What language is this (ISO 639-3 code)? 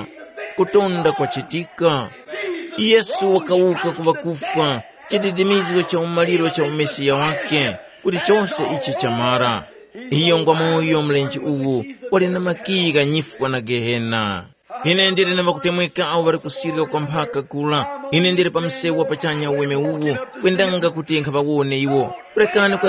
tum